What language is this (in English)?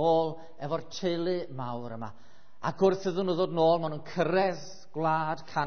Welsh